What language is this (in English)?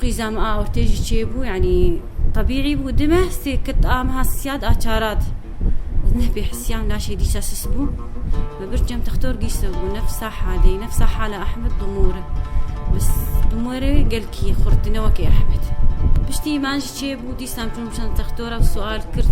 Kurdish